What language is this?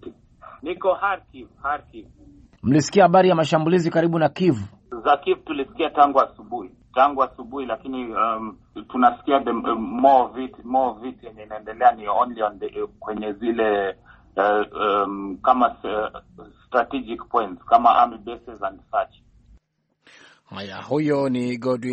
Swahili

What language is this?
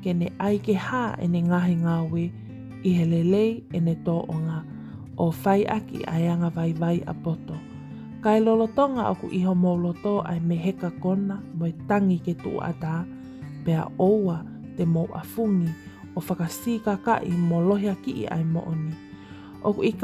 Tongan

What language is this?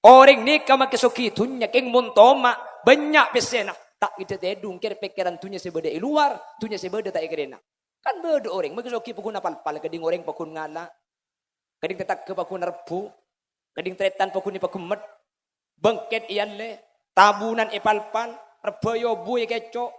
Madurese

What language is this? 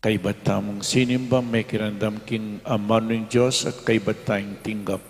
Pampanga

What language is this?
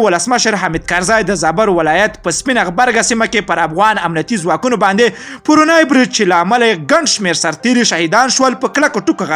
Pashto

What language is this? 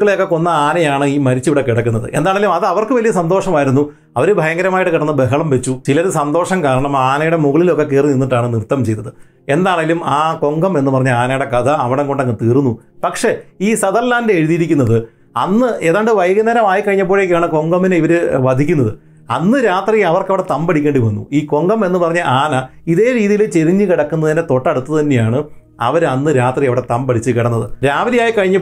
Malayalam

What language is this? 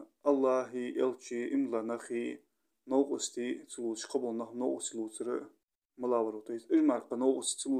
Ingush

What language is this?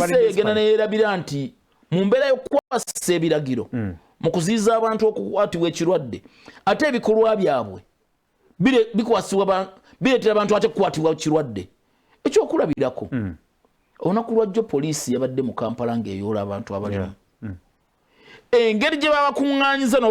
Ganda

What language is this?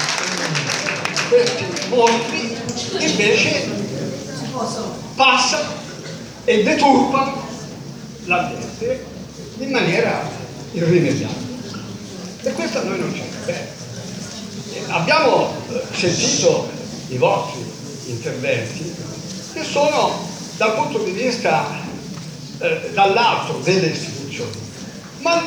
Italian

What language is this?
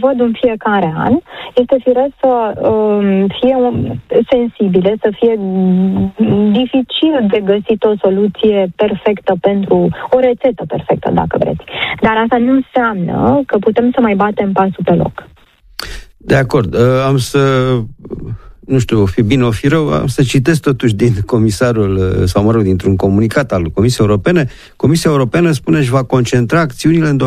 Romanian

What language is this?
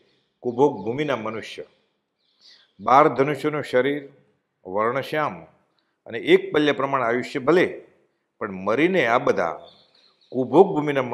Gujarati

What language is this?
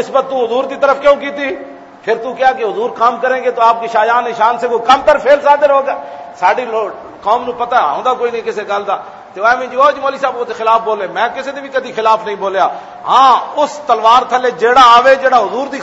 Western Panjabi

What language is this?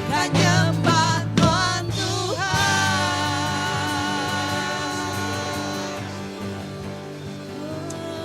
Iban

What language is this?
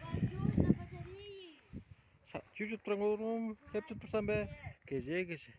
Tuvinian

